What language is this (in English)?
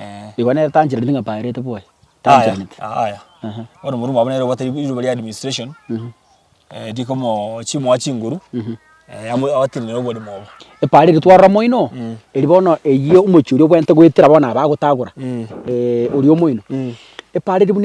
Gusii